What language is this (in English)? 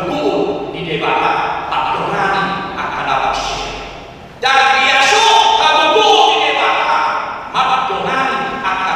Batak Toba